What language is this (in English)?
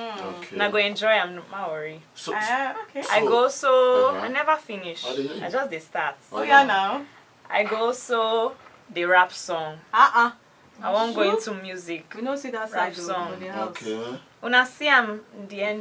Nigerian Pidgin